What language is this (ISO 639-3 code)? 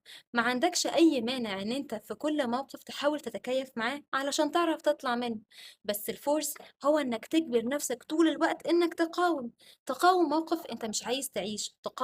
arz